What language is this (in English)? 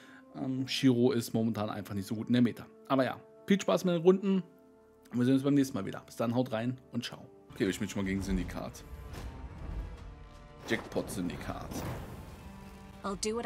German